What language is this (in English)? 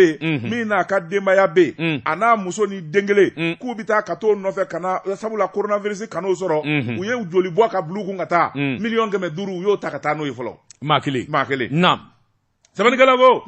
Bambara